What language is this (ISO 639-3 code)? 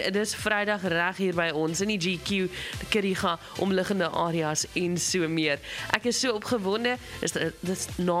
afr